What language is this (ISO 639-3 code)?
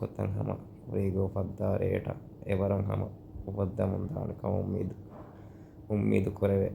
div